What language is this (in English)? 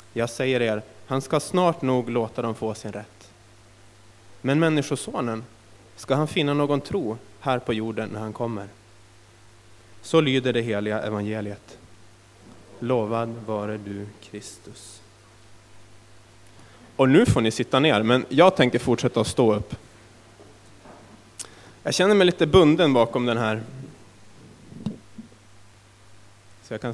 Swedish